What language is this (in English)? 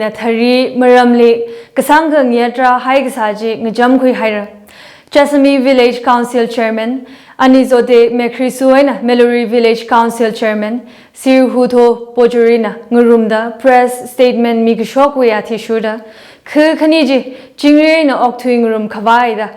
Tangkhul Naga (India)